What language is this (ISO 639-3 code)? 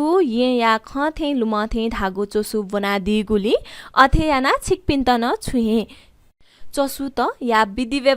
new